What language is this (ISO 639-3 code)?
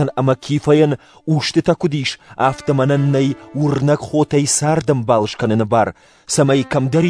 oss